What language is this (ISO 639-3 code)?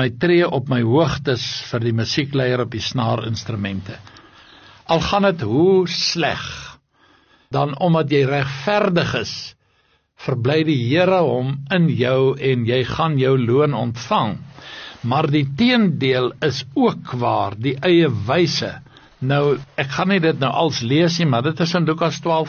afr